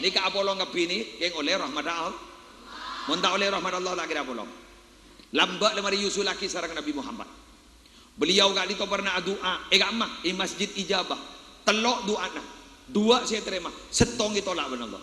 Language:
Madurese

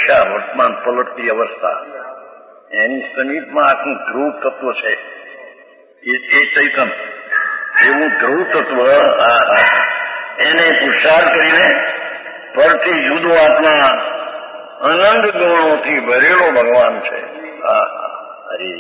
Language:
Gujarati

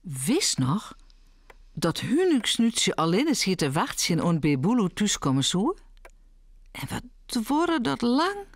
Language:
Western Frisian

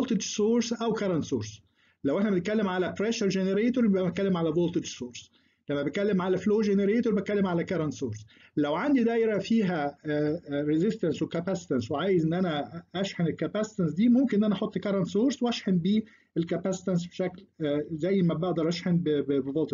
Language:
Egyptian Arabic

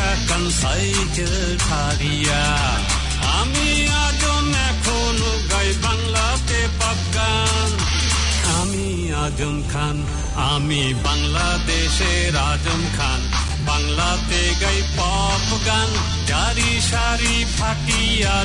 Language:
Bangla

